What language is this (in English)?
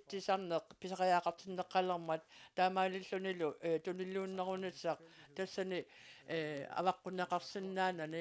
Kalaallisut